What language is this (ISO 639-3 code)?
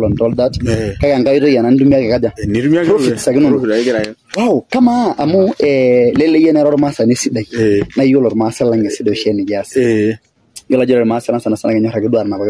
mas